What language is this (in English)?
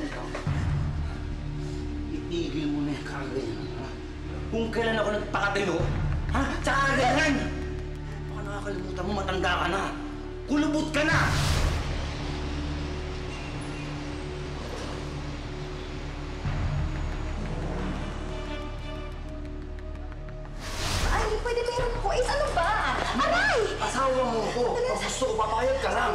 Filipino